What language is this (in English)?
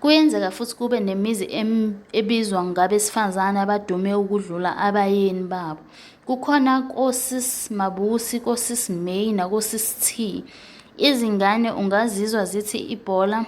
Zulu